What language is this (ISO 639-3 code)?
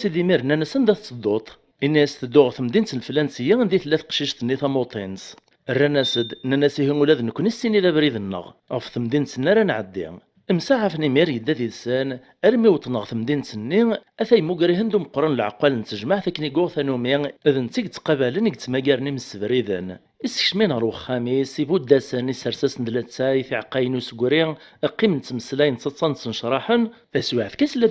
kab